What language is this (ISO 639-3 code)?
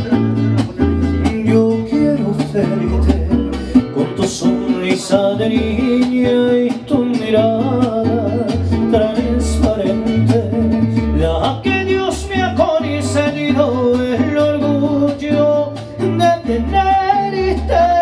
spa